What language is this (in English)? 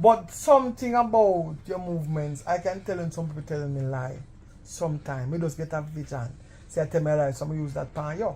Jamaican Creole English